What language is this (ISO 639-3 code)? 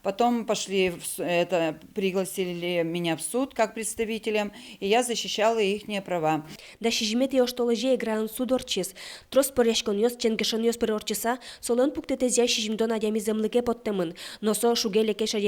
udm